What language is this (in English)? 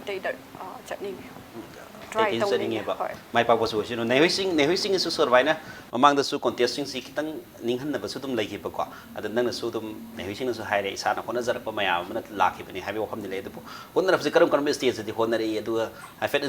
Manipuri